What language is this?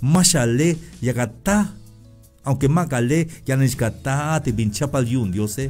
Tzeltal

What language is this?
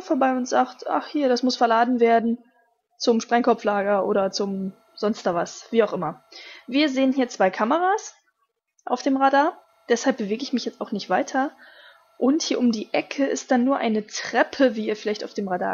German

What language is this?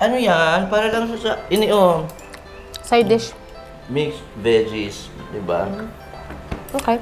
Bikol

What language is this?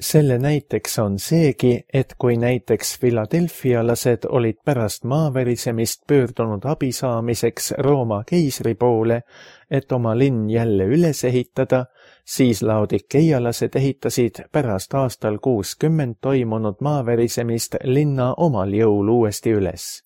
Estonian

